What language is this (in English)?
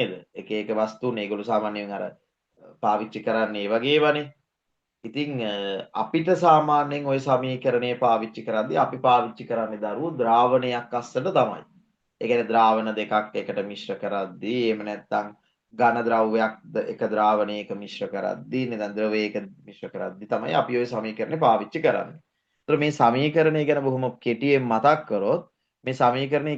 Sinhala